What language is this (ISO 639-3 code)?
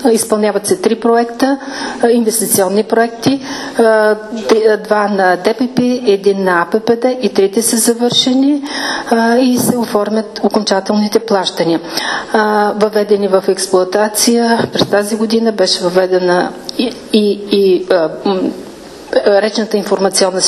bul